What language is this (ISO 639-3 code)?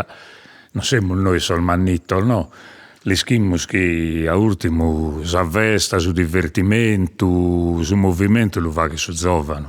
srd